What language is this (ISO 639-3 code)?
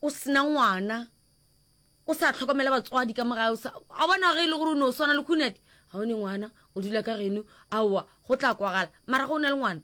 nso